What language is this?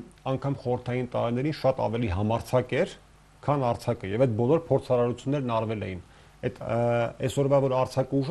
Armenian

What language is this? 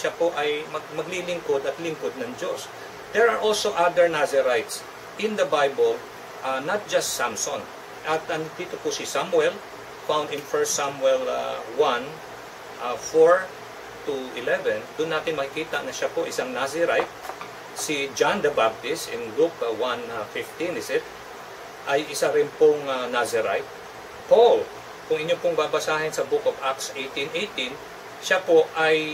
Filipino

